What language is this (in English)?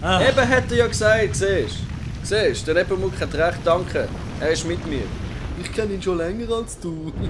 Swiss German